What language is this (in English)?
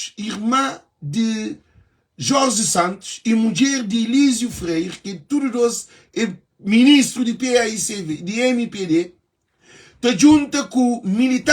Kabuverdianu